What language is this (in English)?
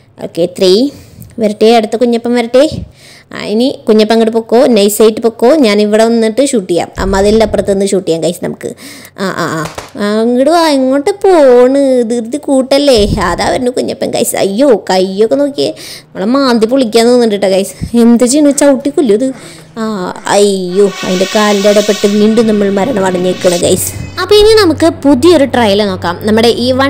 Malayalam